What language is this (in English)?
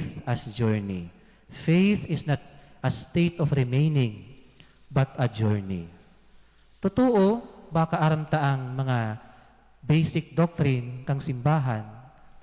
Bikol